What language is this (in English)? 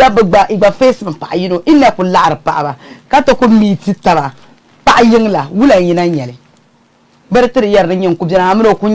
Dagbani